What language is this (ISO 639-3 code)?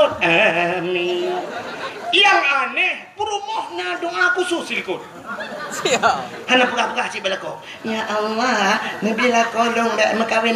ace